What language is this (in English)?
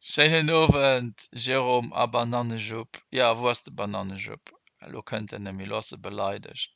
Luxembourgish